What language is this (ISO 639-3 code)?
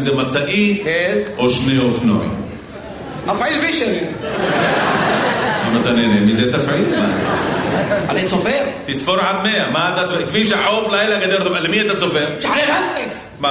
heb